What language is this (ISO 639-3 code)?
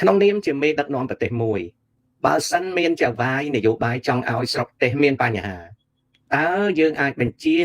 khm